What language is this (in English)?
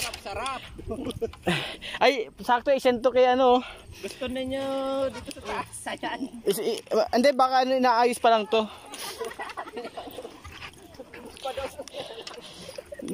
Filipino